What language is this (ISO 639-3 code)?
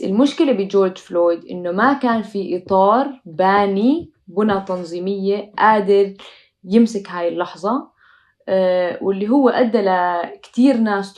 apc